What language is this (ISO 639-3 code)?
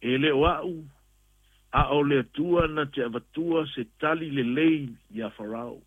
smo